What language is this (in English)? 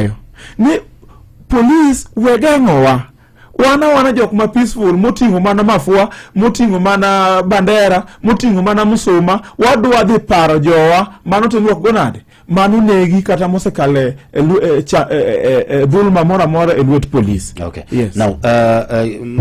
Luo (Kenya and Tanzania)